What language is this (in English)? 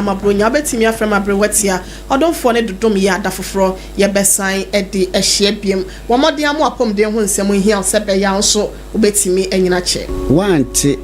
Akan